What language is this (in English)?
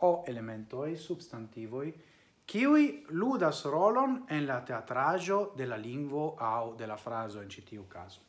Esperanto